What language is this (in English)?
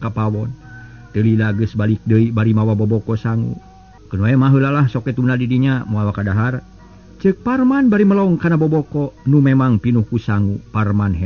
Sundanese